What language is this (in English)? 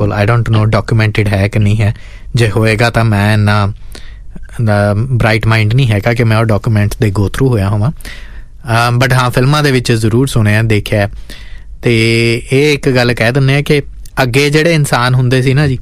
Punjabi